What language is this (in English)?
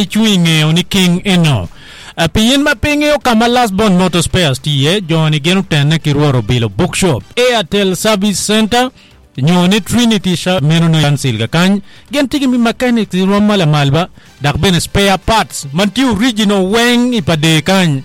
Acoli